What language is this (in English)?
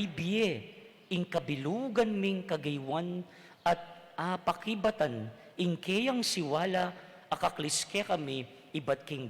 Pampanga